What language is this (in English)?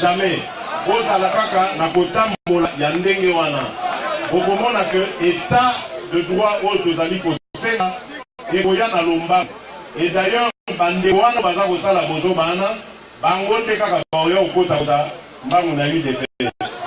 Lingala